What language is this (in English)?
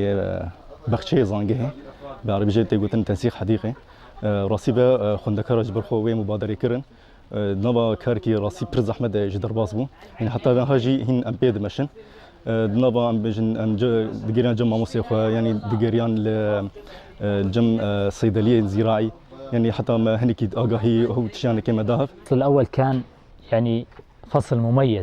Kurdish